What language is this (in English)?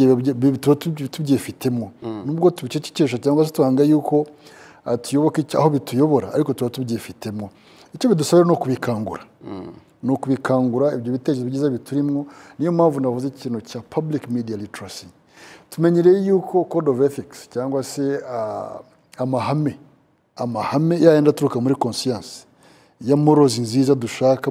Kinyarwanda